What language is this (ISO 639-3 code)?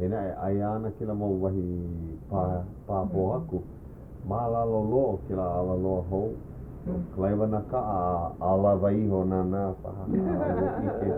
haw